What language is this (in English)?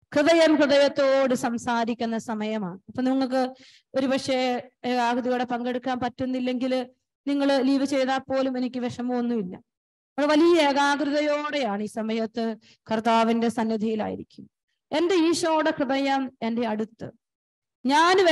Malayalam